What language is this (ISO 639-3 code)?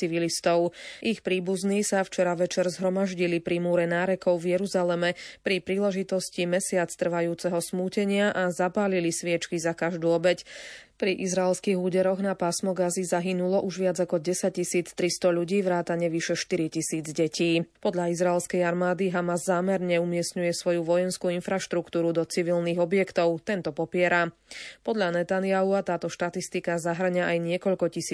slk